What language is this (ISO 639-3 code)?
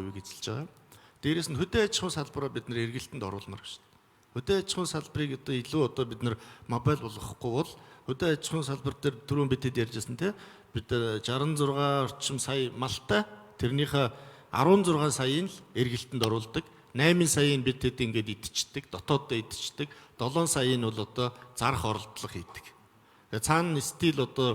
mon